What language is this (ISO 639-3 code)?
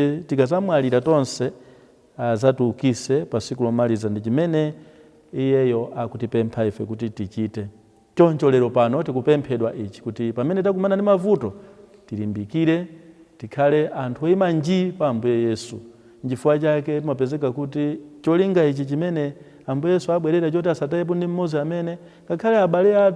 nya